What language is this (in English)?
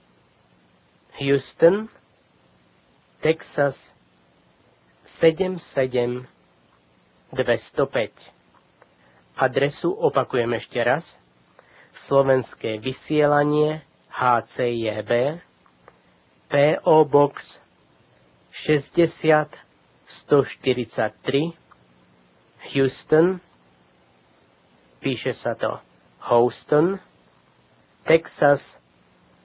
Slovak